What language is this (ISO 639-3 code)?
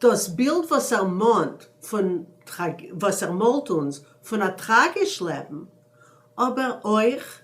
yid